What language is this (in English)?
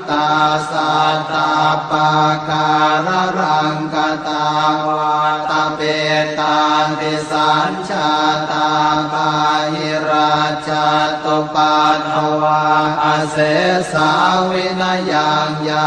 Pali